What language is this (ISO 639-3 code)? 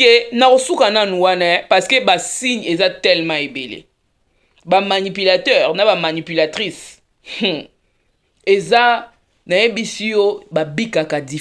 lin